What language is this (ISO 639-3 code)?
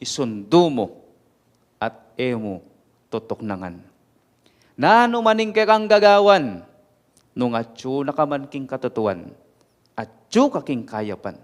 pam